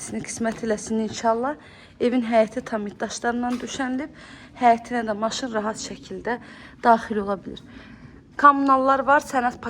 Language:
Azerbaijani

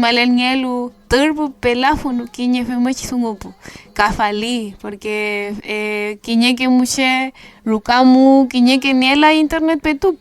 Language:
Mapuche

